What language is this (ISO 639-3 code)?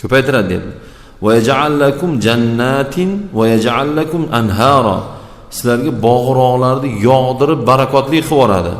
uzb